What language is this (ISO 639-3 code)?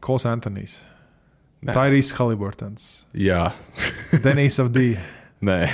lav